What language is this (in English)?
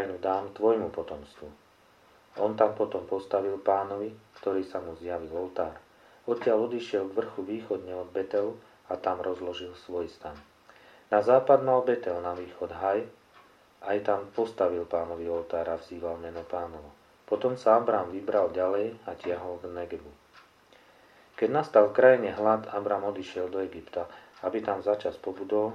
Slovak